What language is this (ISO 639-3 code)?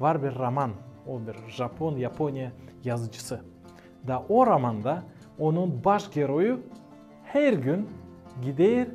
gag